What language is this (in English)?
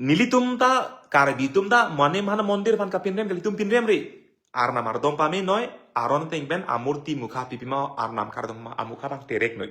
Karbi